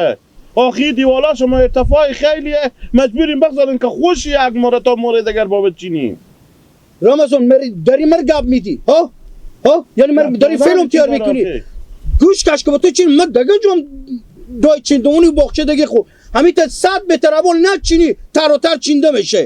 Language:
Hazaragi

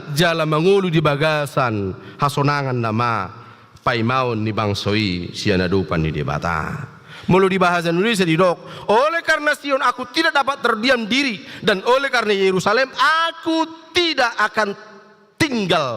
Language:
Batak Toba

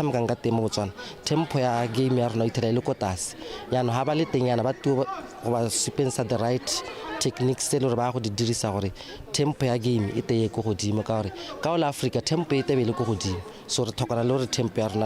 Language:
Tswana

